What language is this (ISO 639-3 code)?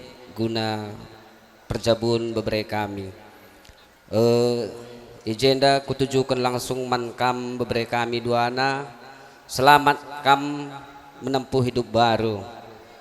btx